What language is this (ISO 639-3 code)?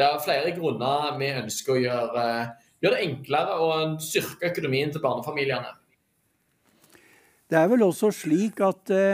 nor